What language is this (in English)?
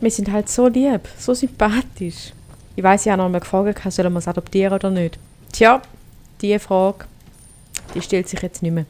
Swiss German